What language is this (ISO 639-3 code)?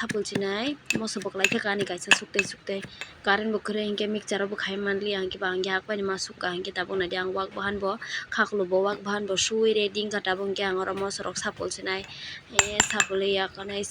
trp